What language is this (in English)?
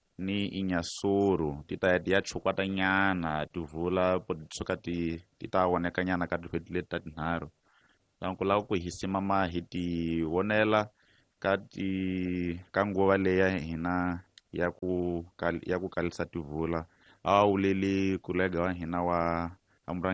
Tsonga